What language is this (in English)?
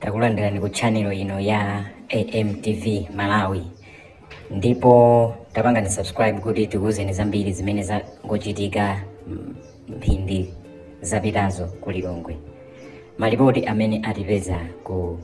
Nyanja